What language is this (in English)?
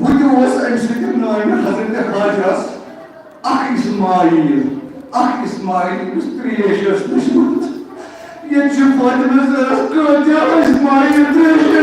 Kashmiri